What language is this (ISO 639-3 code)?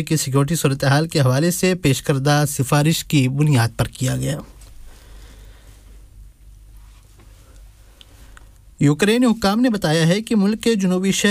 urd